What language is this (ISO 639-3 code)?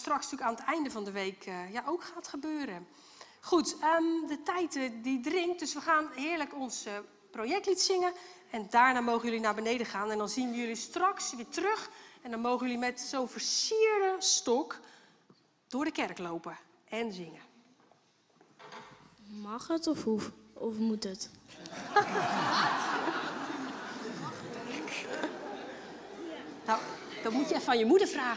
nld